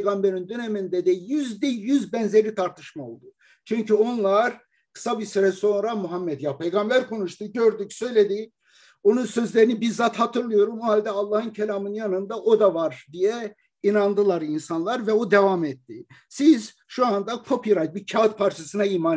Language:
Turkish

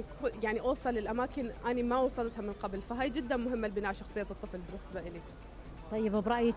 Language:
Mesopotamian Arabic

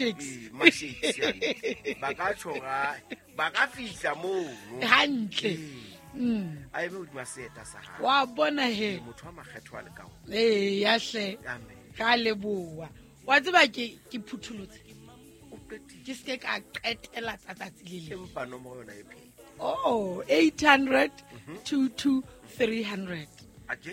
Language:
Southern Sotho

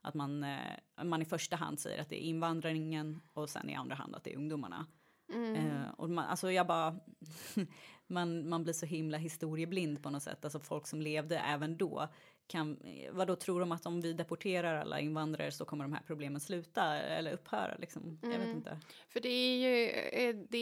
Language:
Swedish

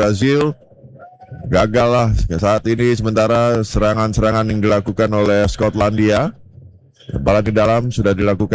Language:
Indonesian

